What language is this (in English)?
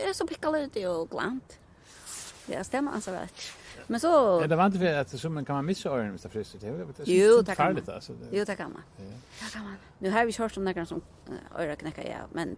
Faroese